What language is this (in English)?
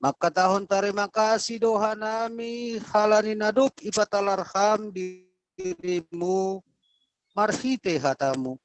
Batak Simalungun